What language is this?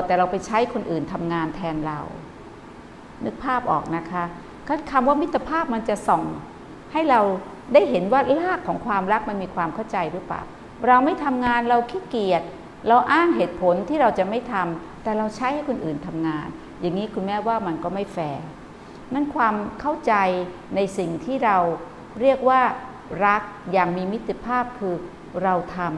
Thai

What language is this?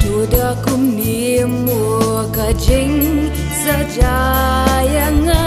Khasi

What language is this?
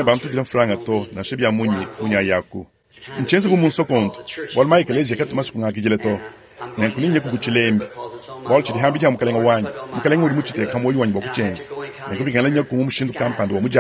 Luba-Lulua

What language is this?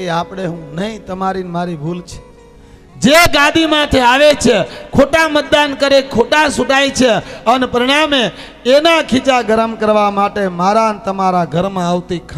Gujarati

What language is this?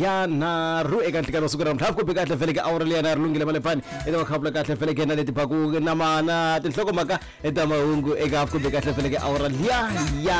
Tsonga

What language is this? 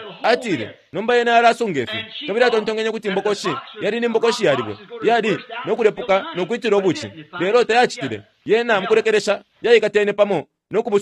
Bemba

